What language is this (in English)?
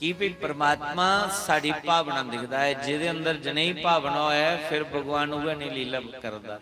Dogri